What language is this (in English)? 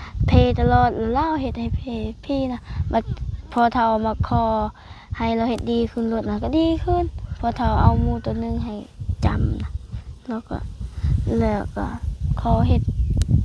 Lao